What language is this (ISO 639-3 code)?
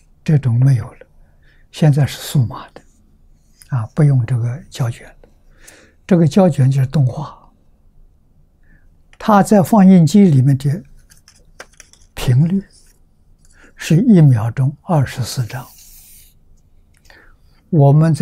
zho